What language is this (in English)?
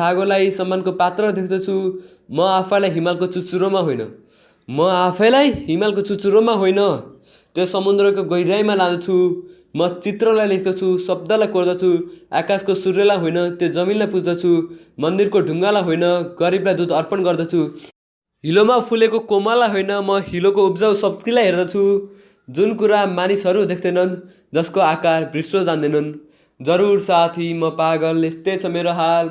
Nepali